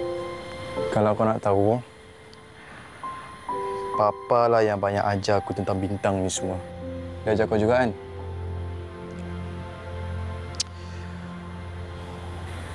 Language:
Malay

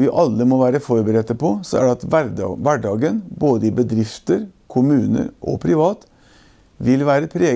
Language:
Norwegian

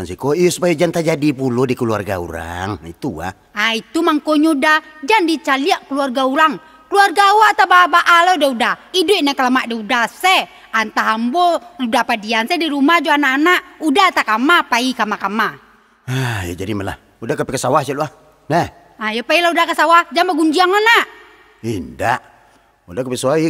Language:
Minangkabau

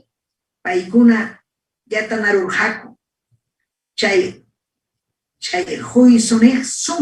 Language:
Ayacucho Quechua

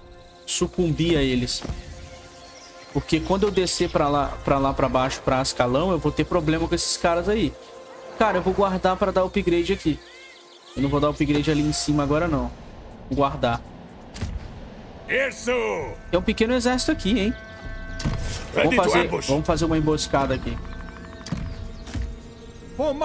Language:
Portuguese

